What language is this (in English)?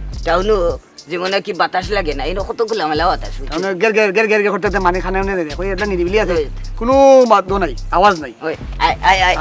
Sylheti